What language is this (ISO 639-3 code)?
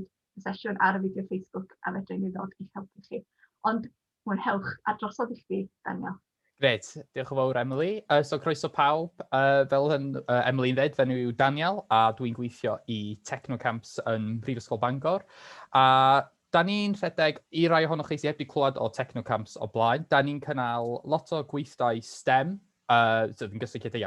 cym